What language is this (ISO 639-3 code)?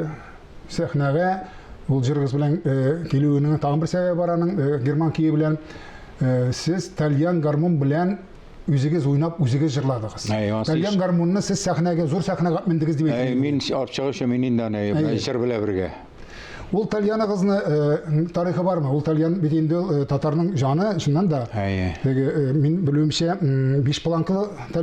tat